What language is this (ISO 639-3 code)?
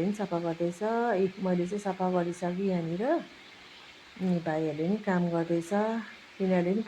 nep